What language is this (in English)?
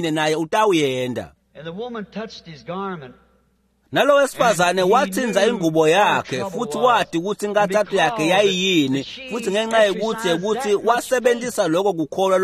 Swati